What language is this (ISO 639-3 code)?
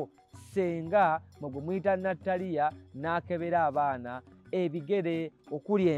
lug